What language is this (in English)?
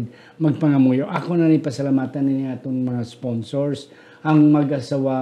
Hiligaynon